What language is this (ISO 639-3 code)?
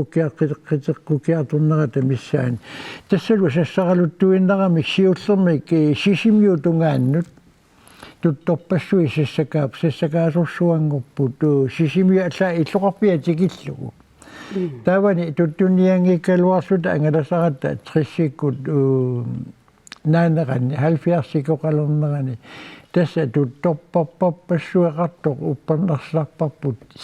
kal